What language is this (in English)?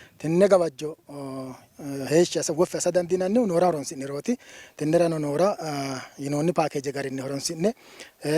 Sidamo